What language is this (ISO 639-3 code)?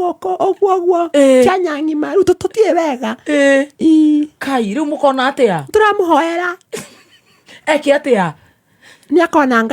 kik